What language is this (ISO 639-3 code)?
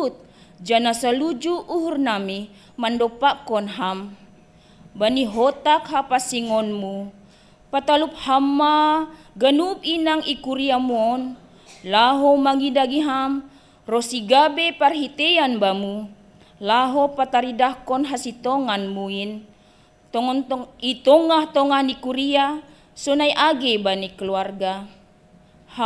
bts